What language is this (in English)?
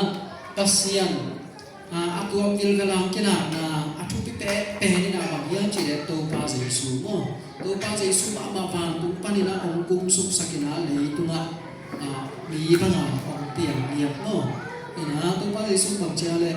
Tedim Chin